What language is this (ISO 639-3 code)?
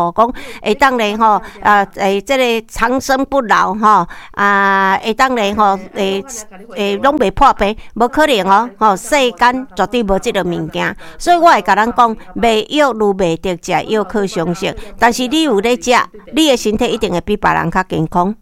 nan